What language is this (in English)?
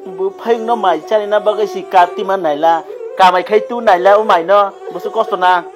Kok Borok